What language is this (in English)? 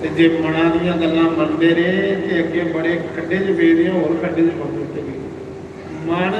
Dogri